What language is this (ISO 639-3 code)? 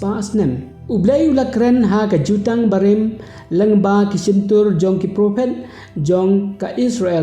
kha